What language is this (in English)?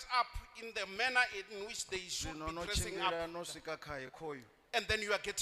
Venda